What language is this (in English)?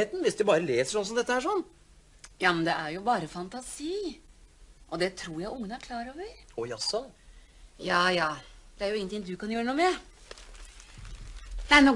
Norwegian